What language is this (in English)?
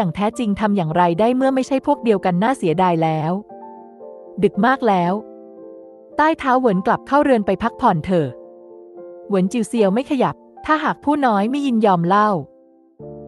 Thai